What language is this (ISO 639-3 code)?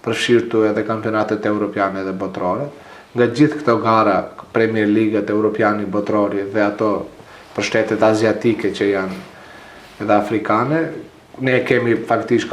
sqi